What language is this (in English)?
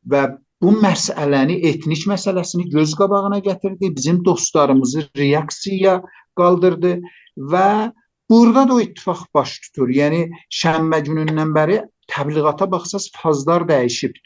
South Azerbaijani